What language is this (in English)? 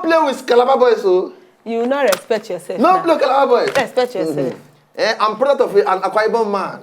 Nigerian Pidgin